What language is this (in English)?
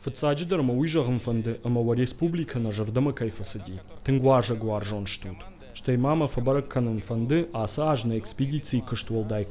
Ossetic